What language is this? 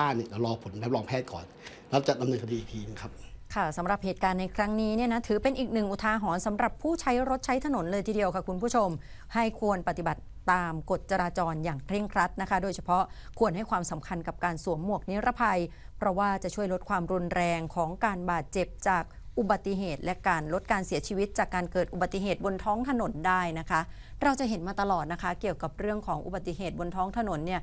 Thai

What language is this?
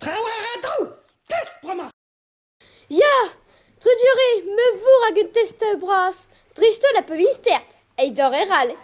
Breton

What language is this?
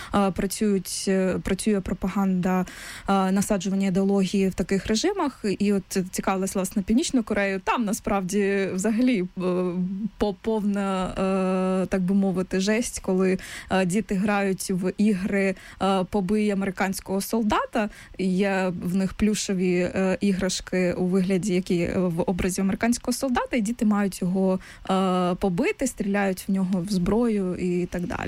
Ukrainian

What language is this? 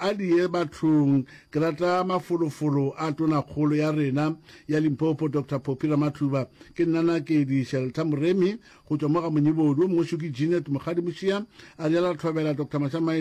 Northern Sotho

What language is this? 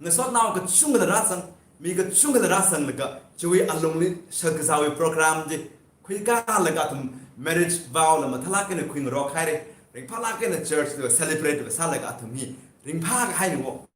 Tangkhul Naga (India)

